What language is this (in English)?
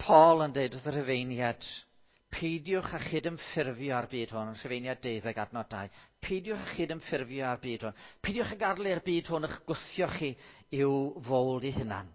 Welsh